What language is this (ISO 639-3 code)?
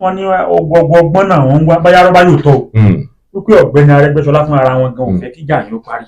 yor